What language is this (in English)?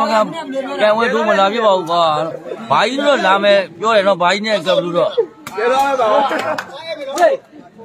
Burmese